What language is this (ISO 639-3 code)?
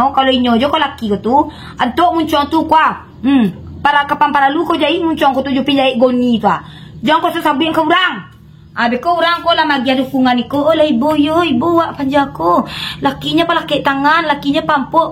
min